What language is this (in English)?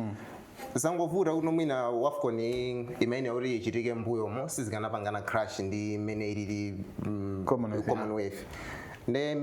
Nyanja